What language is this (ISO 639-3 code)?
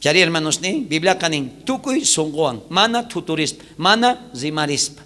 quh